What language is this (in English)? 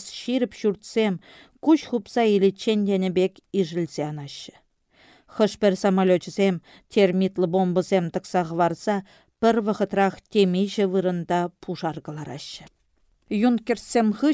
Chuvash